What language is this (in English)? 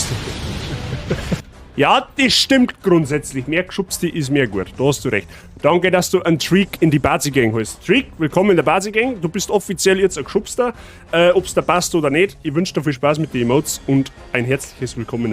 Bavarian